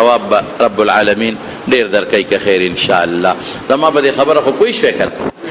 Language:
Pashto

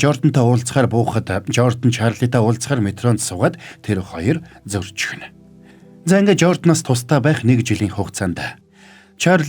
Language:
Mongolian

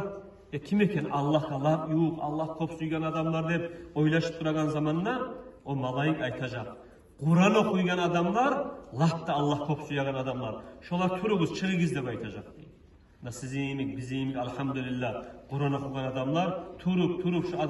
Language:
Kumyk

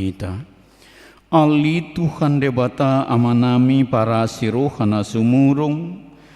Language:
Batak Toba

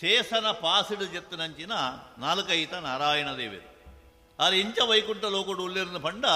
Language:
Tulu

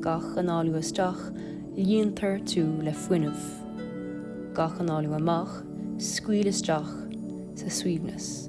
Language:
Irish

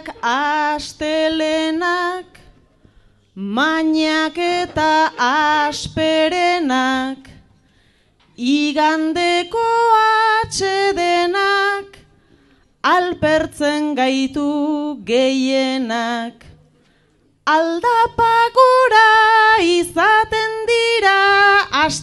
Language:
Basque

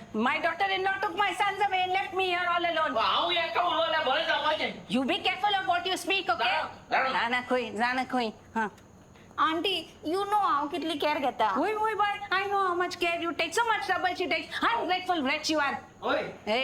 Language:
Konkani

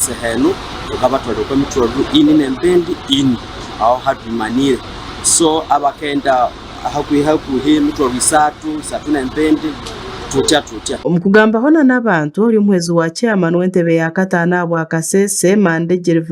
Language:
Nyankole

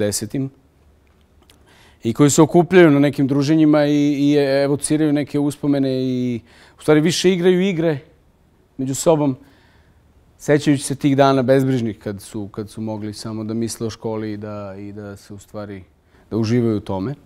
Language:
Serbian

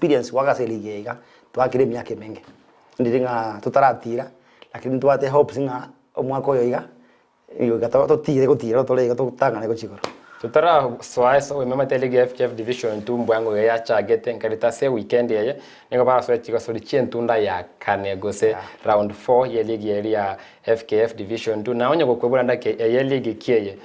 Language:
Gusii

